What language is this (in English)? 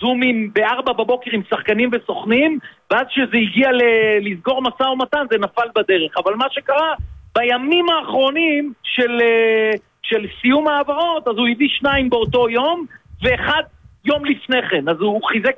Hebrew